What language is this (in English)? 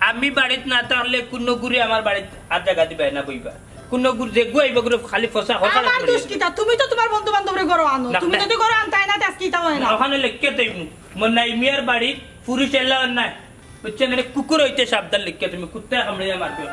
Sylheti